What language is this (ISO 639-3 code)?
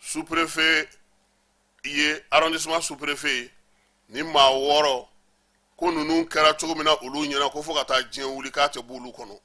bam